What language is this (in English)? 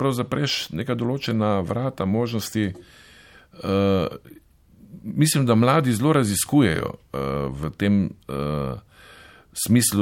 Slovenian